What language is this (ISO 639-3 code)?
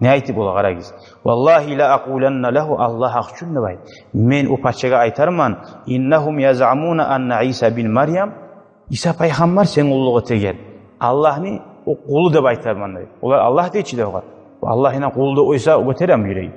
kum